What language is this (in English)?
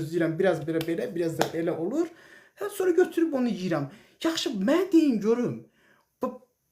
Azerbaijani